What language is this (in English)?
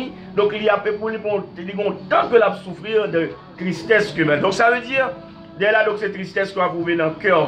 Haitian Creole